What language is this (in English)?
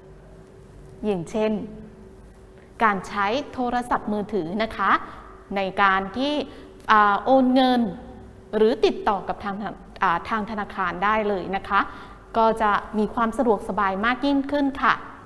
Thai